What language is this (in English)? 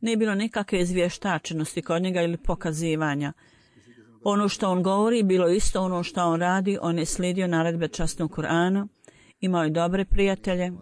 Bosnian